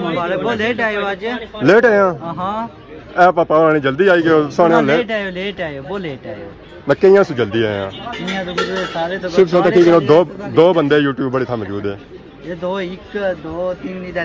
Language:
Pahari-Potwari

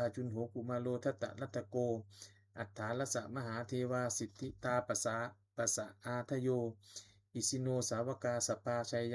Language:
Pali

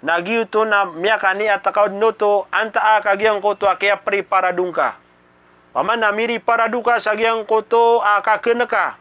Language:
Maranao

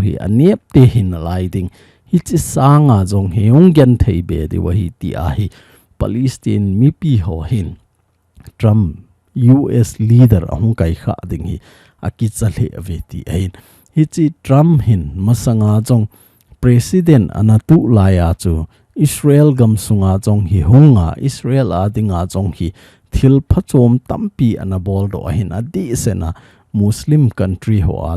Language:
Thado Chin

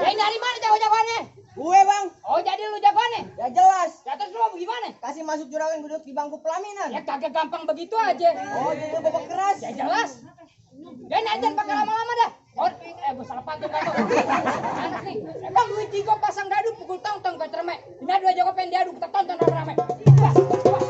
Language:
Betawi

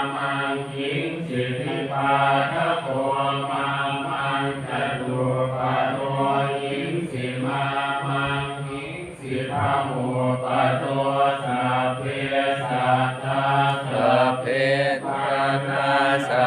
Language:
Pali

